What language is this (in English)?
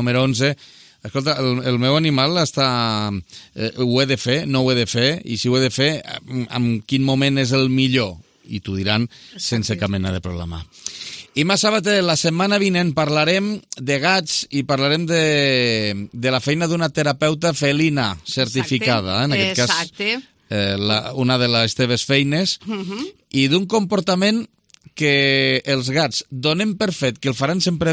Catalan